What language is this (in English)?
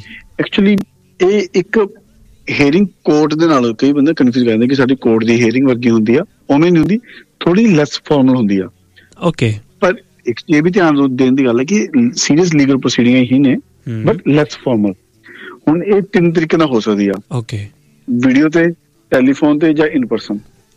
Punjabi